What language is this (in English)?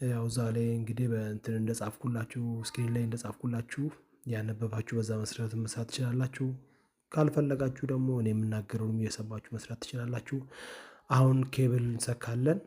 Amharic